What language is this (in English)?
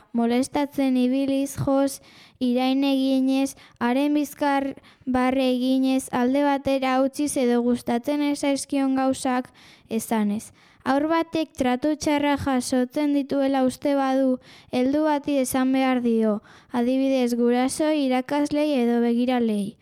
Basque